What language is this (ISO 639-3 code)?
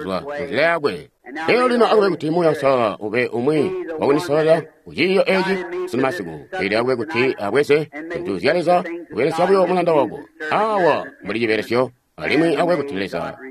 toi